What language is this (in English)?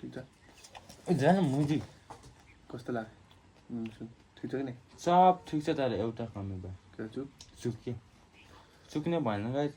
Nepali